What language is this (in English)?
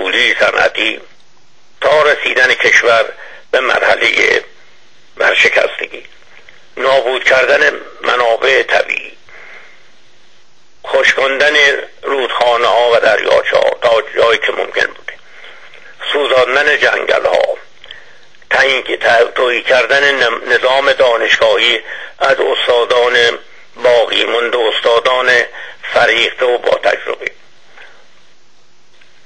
Persian